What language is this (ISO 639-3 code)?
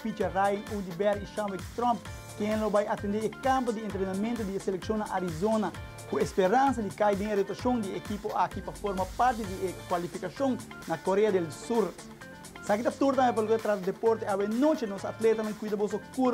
pap